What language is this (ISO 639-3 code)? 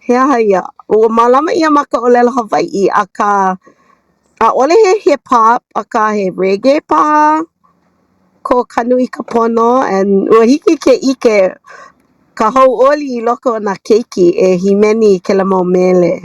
haw